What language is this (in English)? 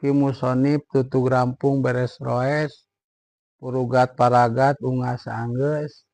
Sundanese